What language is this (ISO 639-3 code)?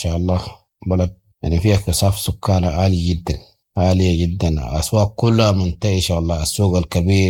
apd